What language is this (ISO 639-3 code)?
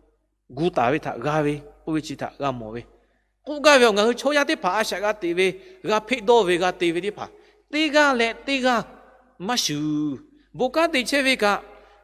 lhu